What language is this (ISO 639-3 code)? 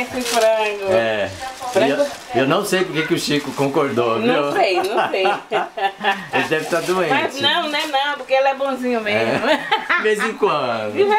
por